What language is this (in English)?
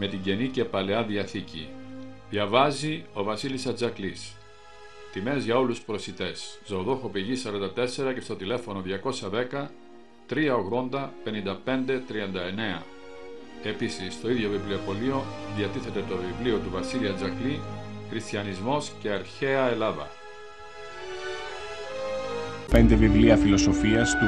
Greek